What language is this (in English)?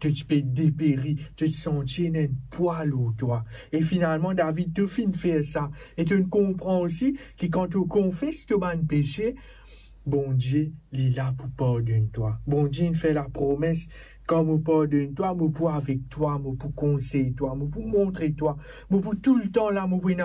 Morisyen